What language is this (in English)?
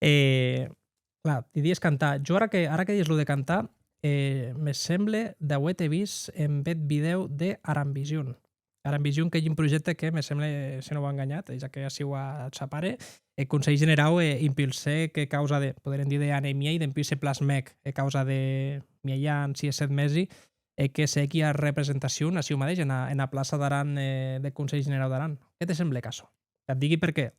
Occitan